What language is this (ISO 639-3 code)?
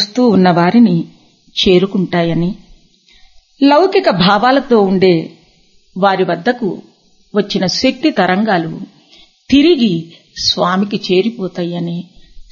tel